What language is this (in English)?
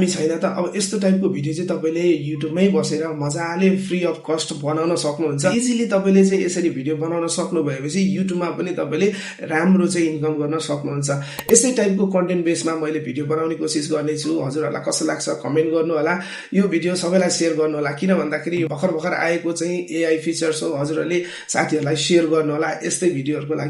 Nepali